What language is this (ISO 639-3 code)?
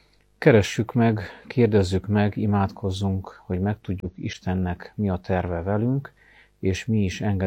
hun